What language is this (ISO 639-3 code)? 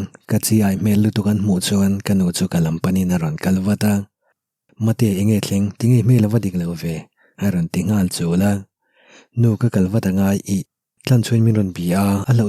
lus